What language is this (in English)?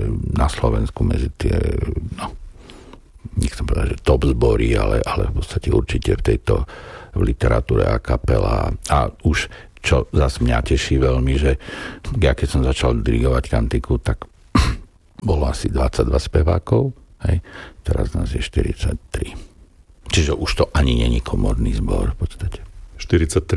Slovak